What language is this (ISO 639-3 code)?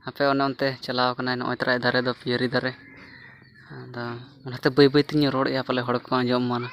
sat